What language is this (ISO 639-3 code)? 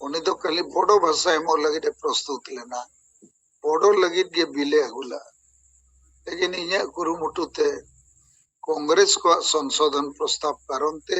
sat